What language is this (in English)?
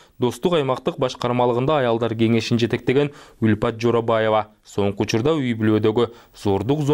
Kyrgyz